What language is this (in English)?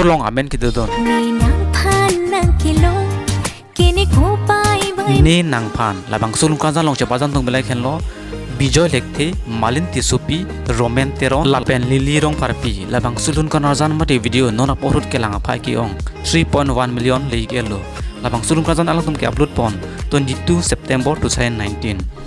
Karbi